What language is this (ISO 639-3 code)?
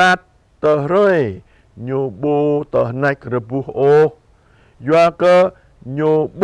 jra